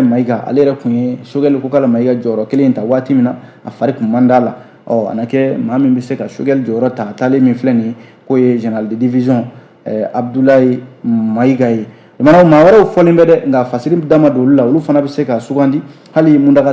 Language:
Bambara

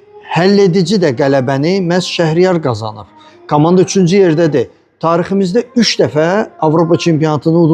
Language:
Azerbaijani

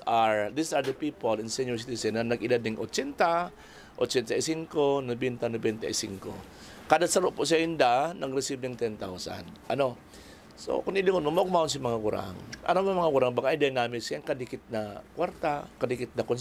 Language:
Bikol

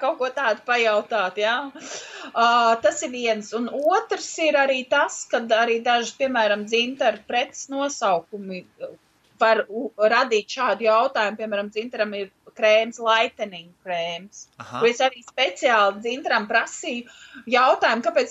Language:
Latvian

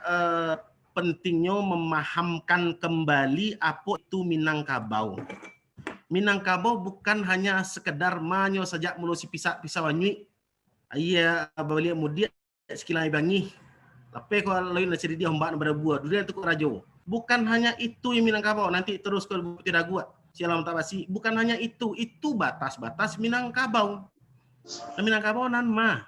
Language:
Minangkabau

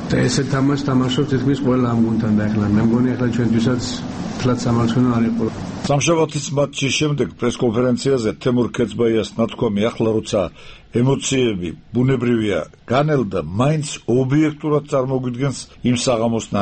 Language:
Georgian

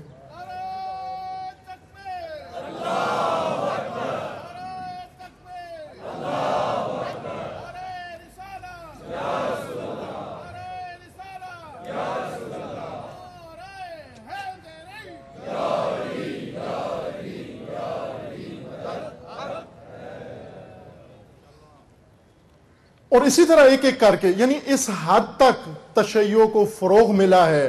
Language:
Urdu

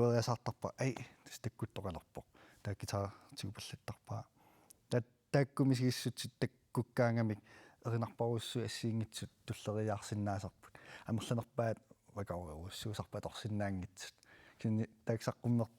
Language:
Kalaallisut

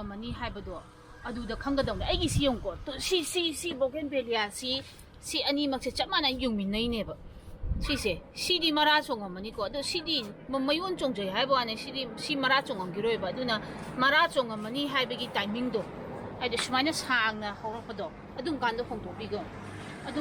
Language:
Manipuri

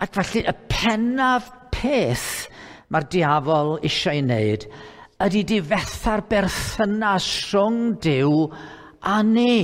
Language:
Welsh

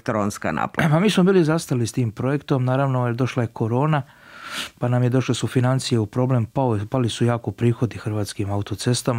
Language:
Croatian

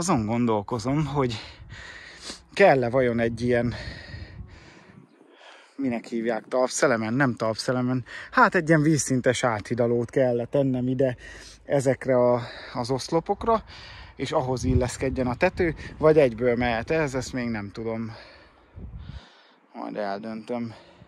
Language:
Hungarian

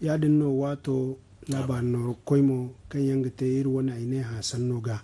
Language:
Zarma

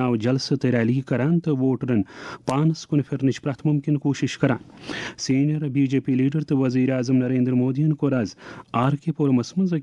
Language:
Kashmiri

